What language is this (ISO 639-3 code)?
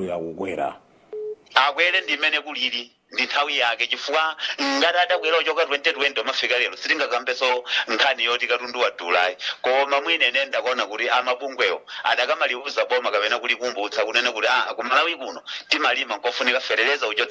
nya